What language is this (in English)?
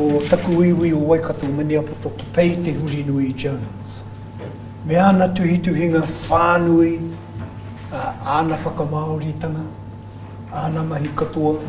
Māori